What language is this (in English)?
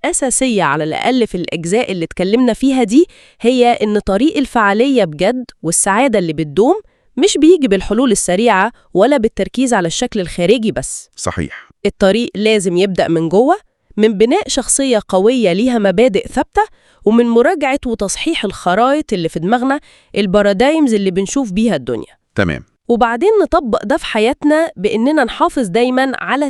Egyptian Arabic